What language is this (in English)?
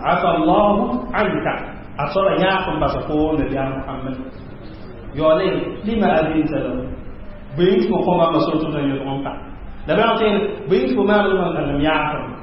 Mossi